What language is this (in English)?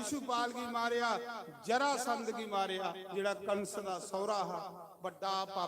Dogri